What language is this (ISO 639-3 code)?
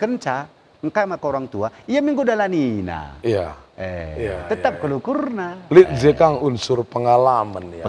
btx